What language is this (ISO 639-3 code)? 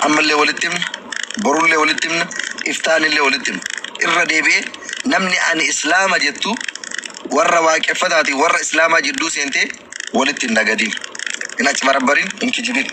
orm